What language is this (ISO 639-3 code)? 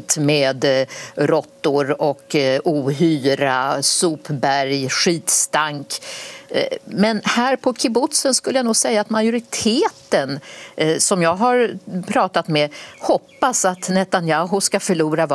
swe